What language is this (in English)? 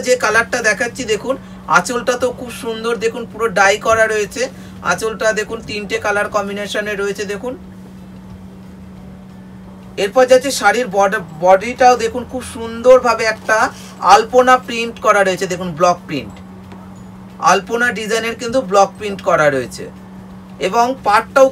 Bangla